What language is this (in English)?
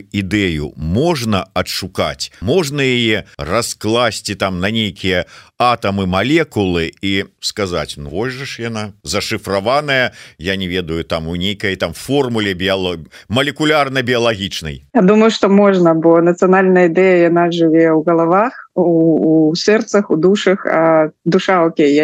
Belarusian